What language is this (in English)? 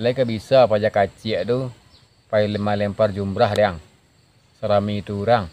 Minangkabau